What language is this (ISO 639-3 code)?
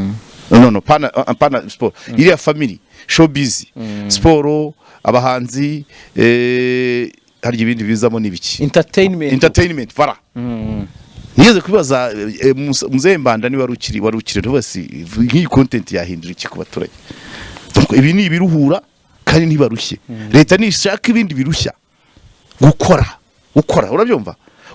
kin